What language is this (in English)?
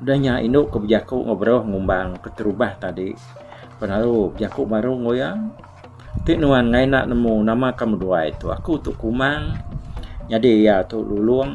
Iban